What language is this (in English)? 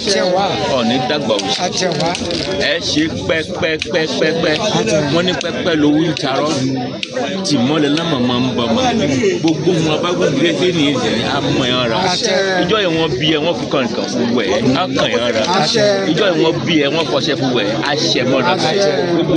Yoruba